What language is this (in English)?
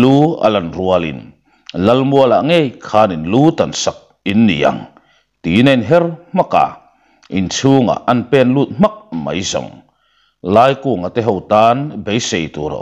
Mizo